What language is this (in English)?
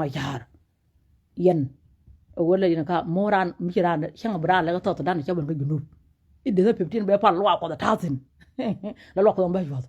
Nuer